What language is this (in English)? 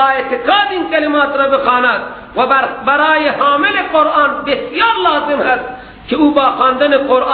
Persian